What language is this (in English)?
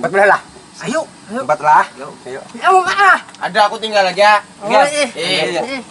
Banjar